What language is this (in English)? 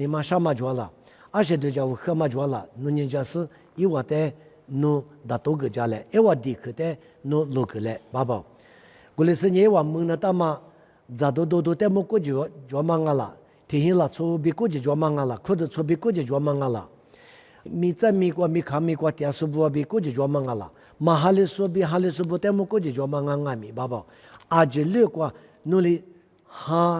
Lisu